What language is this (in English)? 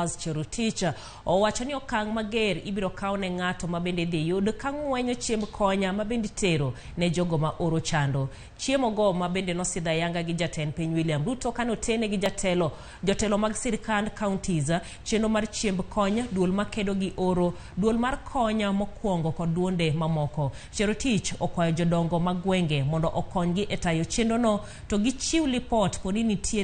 Luo (Kenya and Tanzania)